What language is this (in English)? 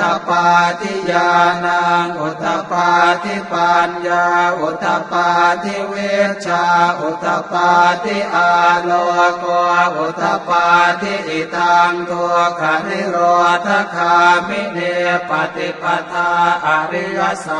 Pali